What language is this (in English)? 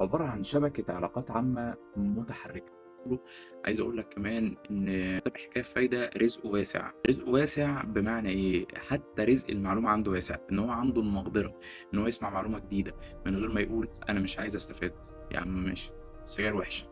Egyptian Arabic